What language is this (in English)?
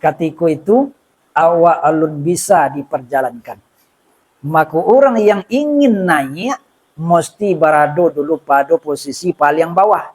Minangkabau